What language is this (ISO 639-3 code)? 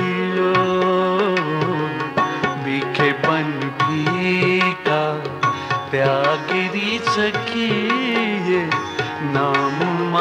pan